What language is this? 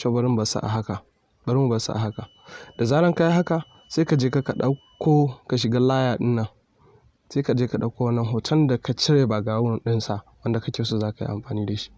Hausa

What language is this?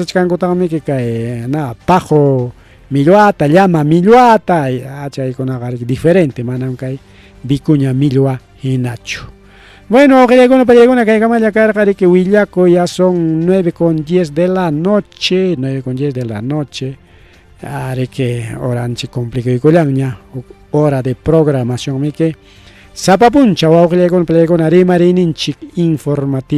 Ayacucho Quechua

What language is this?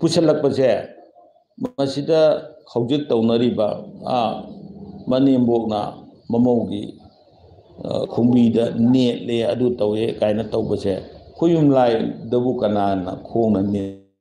Manipuri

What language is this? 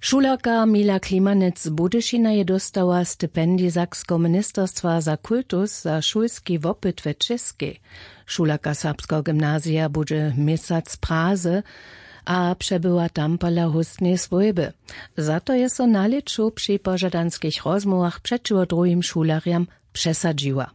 Upper Sorbian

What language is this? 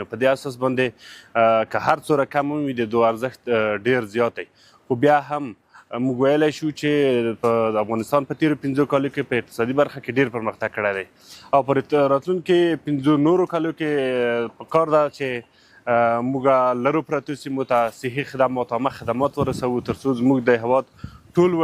Pashto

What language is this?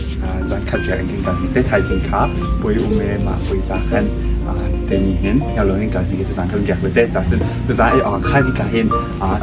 Hakha Chin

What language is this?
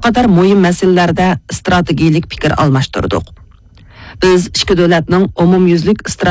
Uyghur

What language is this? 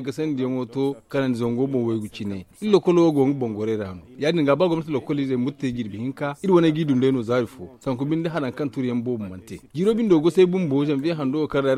Zarma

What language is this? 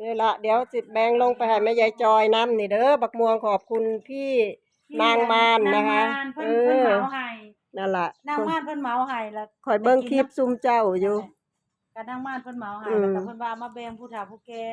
Northeastern Thai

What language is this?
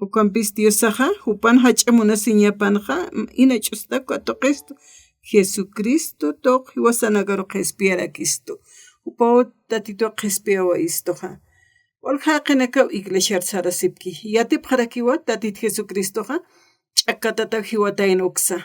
Aymara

